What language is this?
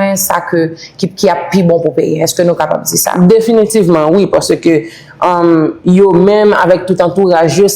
Haitian Creole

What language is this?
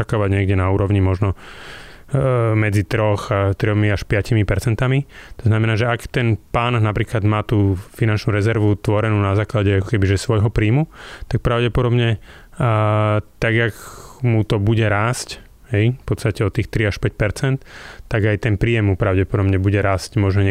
Slovak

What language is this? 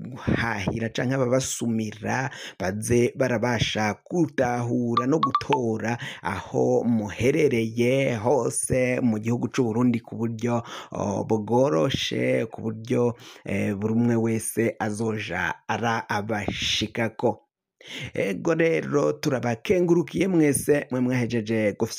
Rundi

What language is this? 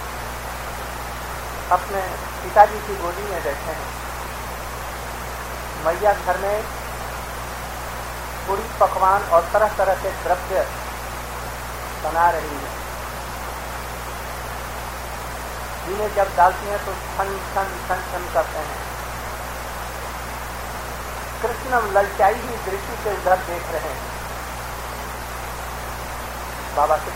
Hindi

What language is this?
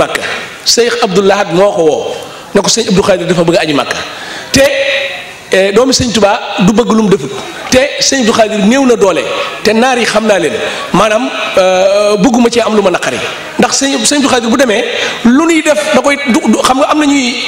Wolof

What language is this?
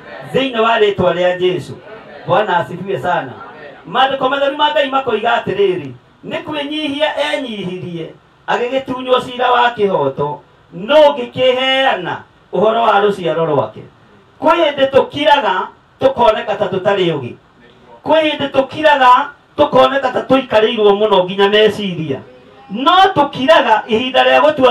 Kikuyu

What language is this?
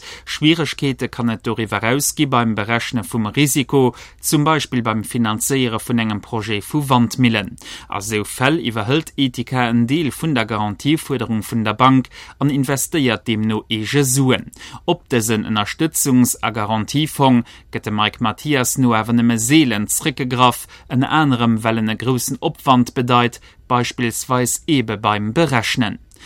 Luxembourgish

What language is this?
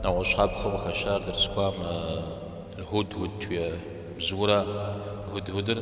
Kabardian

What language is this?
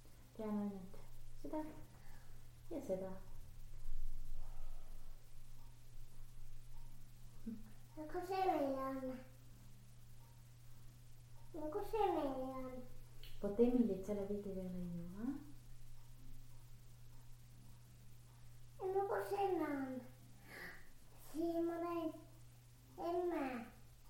Estonian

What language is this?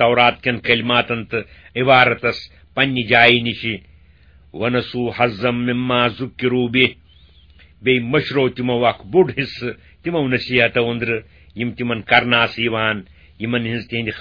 Kashmiri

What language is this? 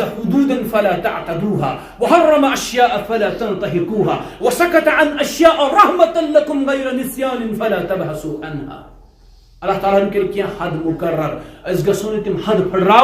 Kashmiri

